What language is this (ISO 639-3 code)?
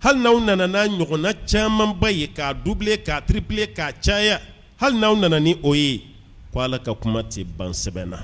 bam